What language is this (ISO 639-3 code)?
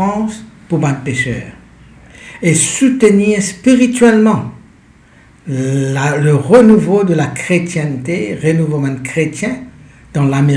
mfe